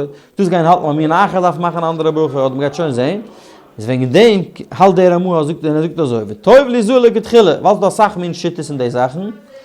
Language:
Yiddish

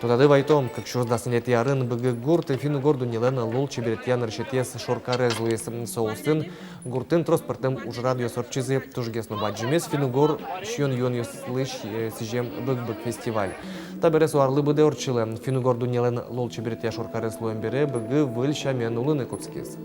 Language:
Udmurt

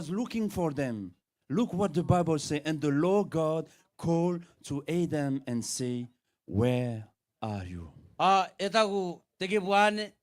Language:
Gilbertese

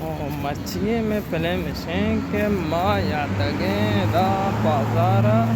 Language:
Baluchi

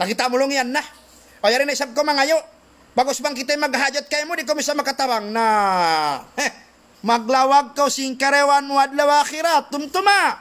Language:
Tausug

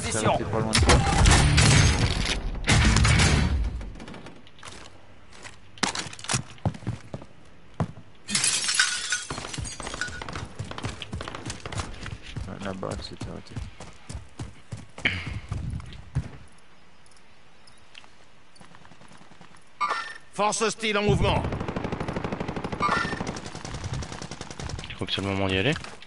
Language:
French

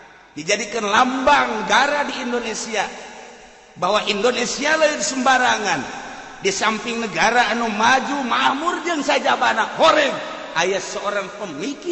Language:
Sundanese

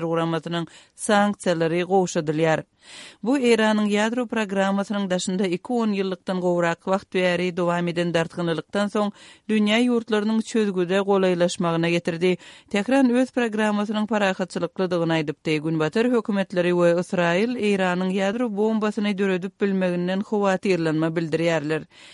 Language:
Turkmen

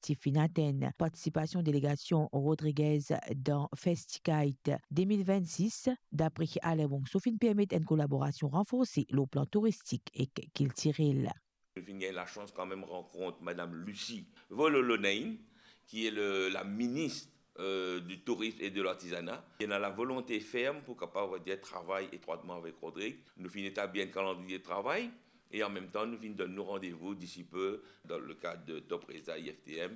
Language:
Morisyen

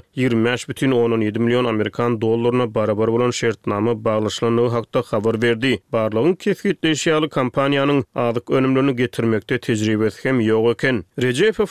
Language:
Turkmen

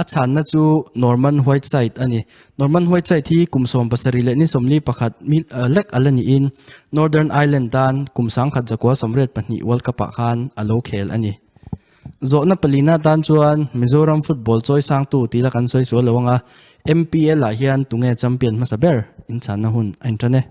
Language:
Mizo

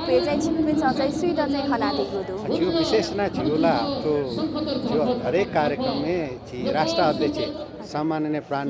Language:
Newari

